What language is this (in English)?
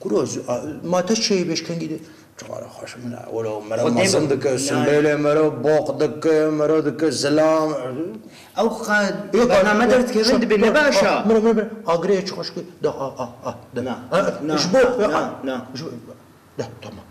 Kurdish